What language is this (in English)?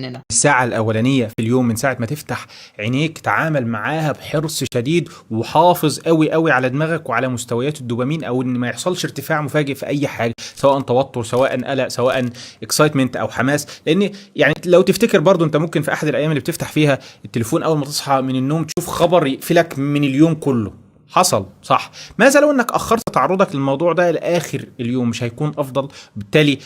Egyptian Arabic